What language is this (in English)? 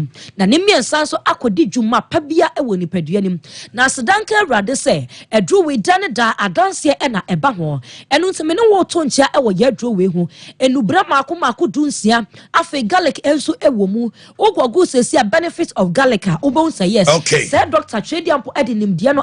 Akan